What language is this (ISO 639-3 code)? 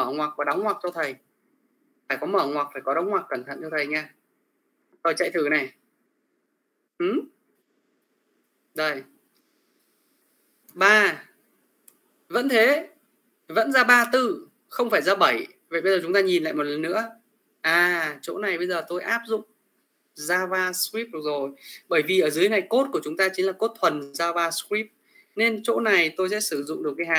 vie